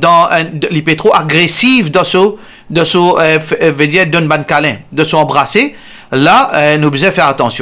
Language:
Morisyen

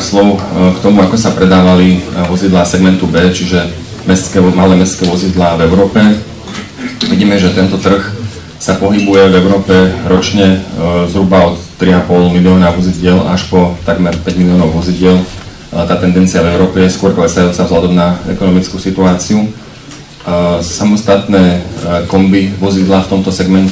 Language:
Slovak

